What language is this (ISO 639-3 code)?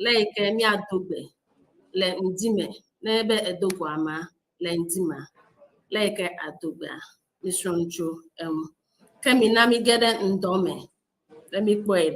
ewe